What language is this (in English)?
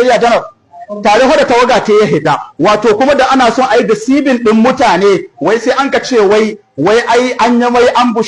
Hausa